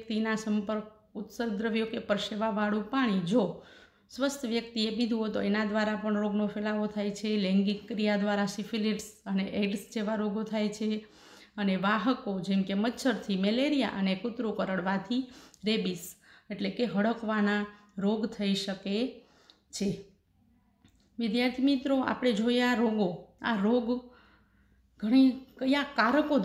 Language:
Gujarati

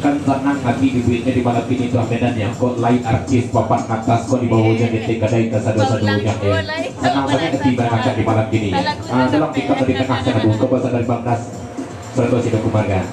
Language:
Minangkabau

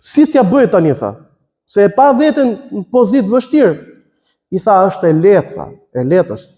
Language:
Albanian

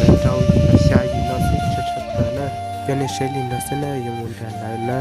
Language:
Hmong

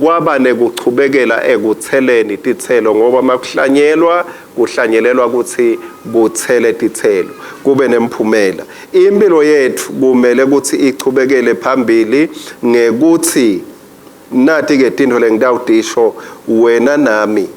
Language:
Swati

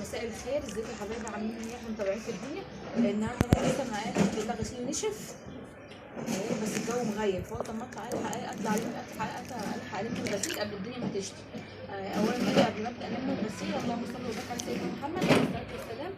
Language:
Egyptian Arabic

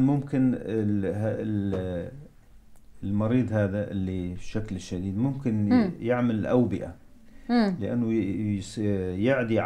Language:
North Levantine Arabic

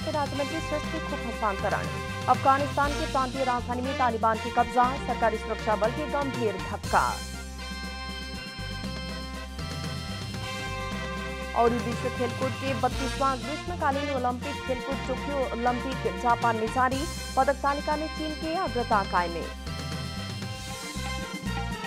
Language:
Bhojpuri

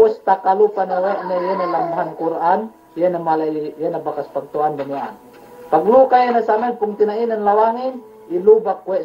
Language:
Yakan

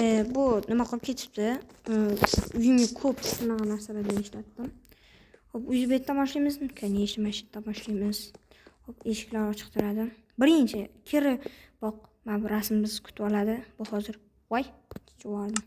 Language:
Uzbek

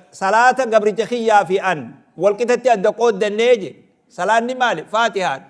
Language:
Oromo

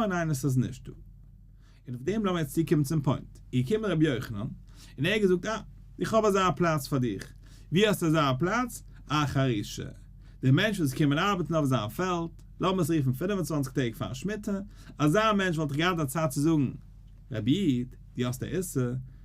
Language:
Yiddish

